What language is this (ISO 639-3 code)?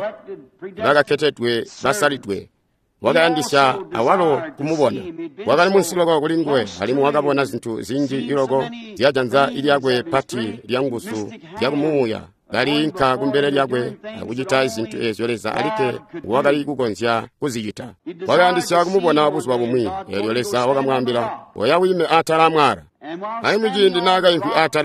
toi